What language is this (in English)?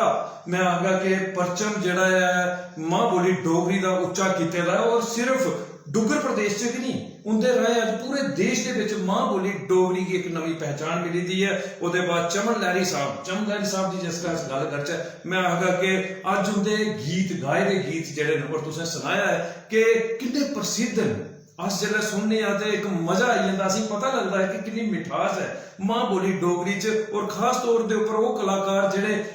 Dogri